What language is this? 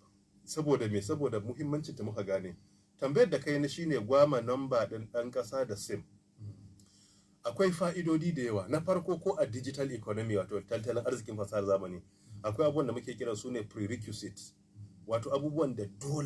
Hausa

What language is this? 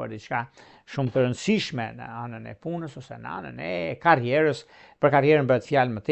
Albanian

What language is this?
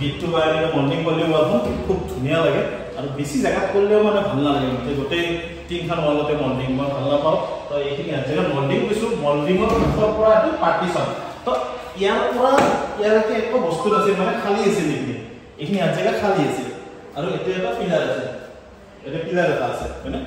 Assamese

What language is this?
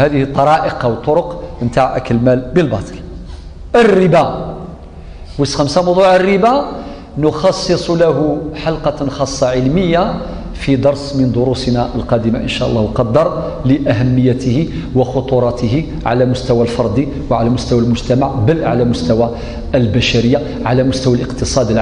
Kabyle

